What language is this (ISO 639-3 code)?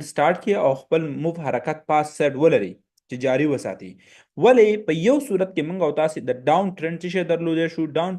pus